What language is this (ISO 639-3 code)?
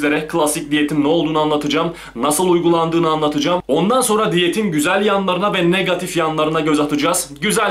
tur